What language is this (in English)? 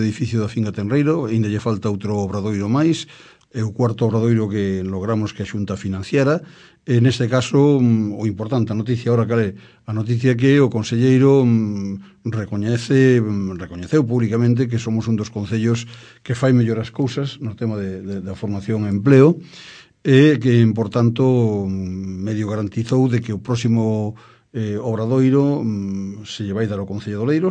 Galician